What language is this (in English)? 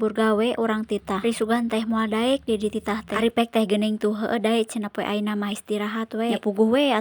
Sundanese